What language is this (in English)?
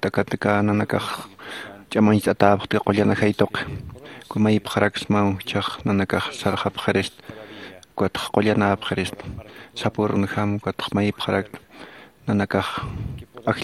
Aymara